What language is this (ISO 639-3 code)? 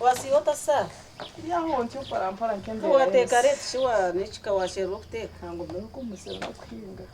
nyn